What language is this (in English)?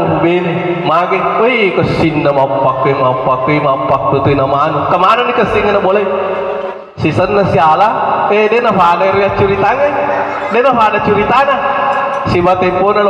Buginese